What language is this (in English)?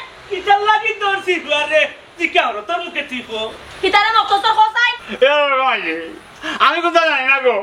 Sylheti